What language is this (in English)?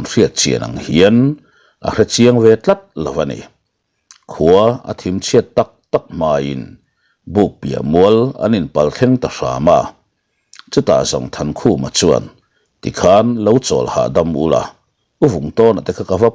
Mizo